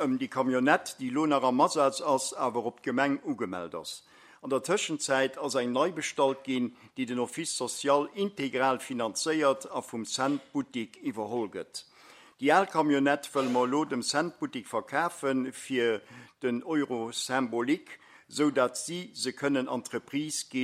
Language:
Luxembourgish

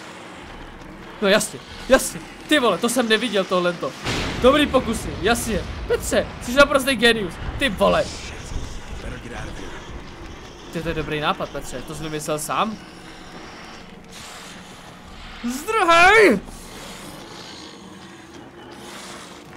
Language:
Czech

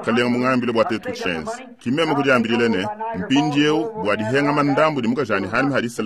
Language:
Luba-Lulua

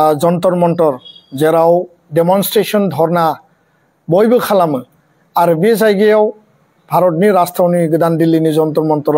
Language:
Bodo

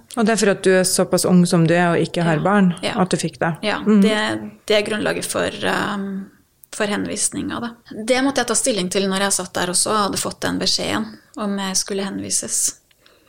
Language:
Norwegian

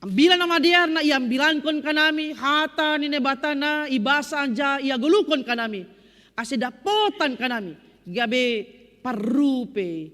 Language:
Batak Simalungun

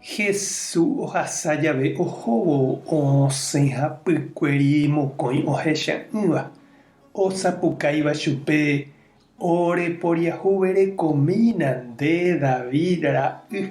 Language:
Guarani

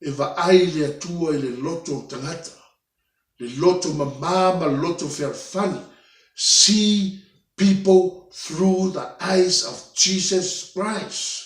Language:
Samoan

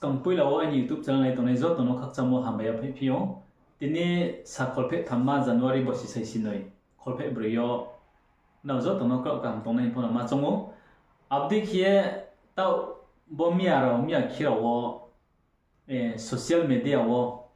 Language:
Riang (India)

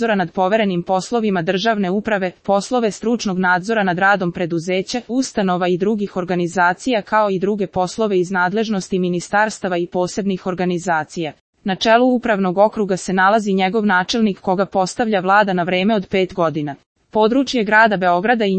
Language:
Serbian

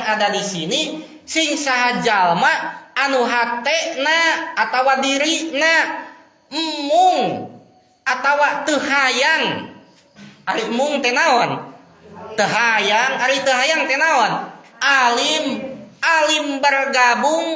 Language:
Sundanese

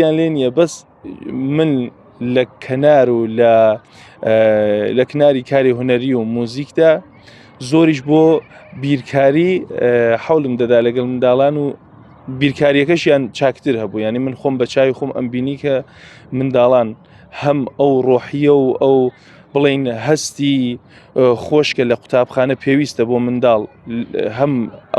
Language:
Central Kurdish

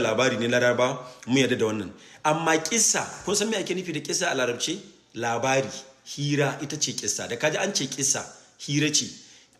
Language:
Hausa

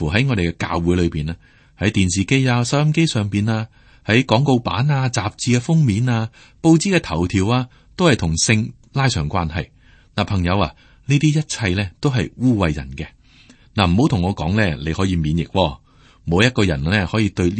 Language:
Cantonese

